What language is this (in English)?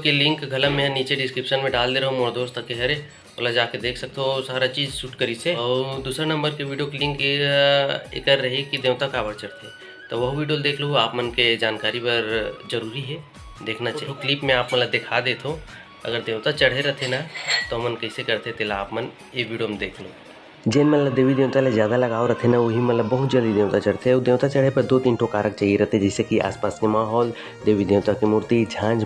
Chhattisgarhi